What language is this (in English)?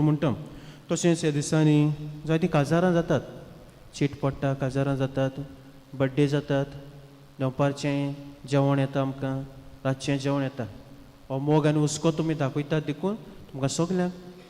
Konkani